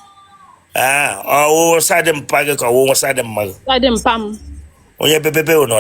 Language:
Igbo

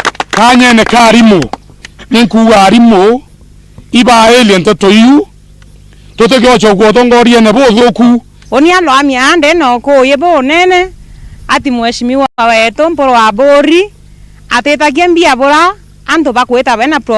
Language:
Meru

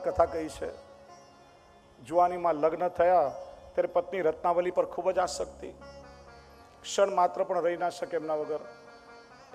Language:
Gujarati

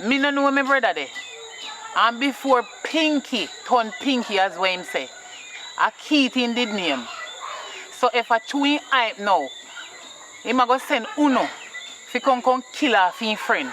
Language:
Jamaican Creole English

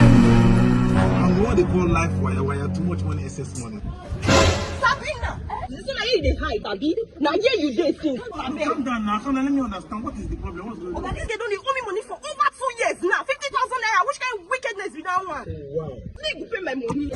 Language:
Nigerian Pidgin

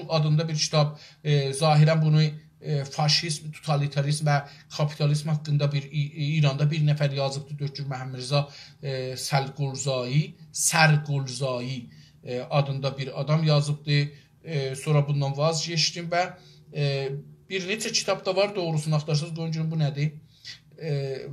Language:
South Azerbaijani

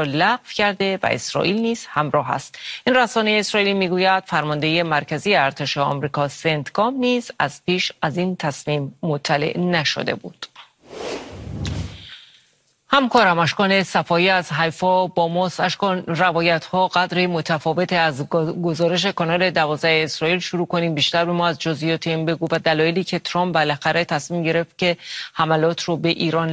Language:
Persian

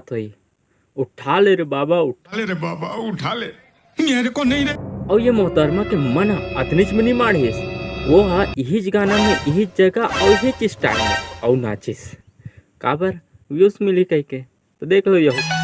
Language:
Chhattisgarhi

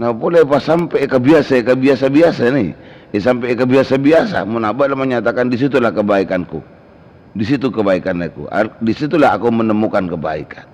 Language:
Madurese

